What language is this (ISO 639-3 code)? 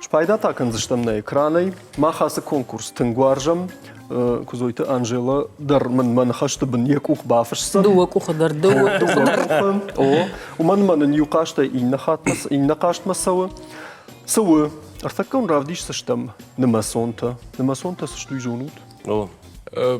oss